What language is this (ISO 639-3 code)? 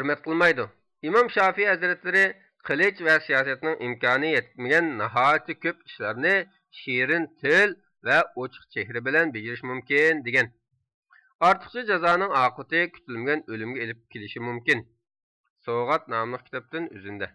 uig